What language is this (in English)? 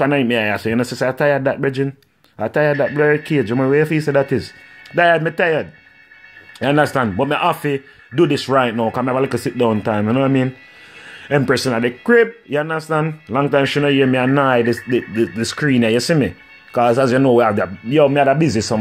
Jamaican Creole English